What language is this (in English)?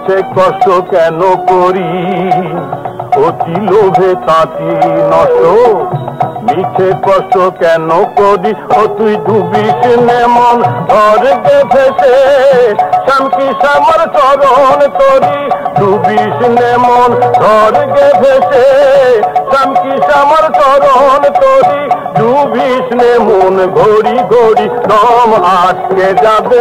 Bangla